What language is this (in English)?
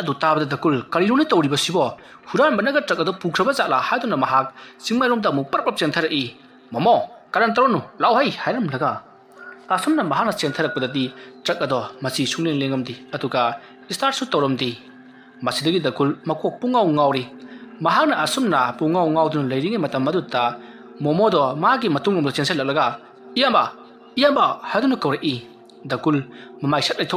Manipuri